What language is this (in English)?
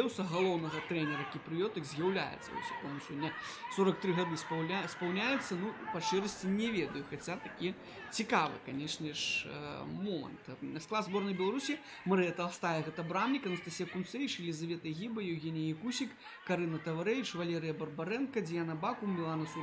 Belarusian